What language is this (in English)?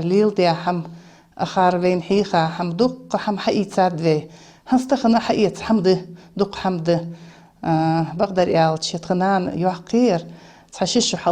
Ingush